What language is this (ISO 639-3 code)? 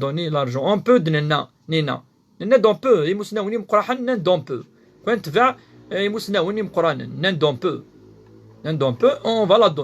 kab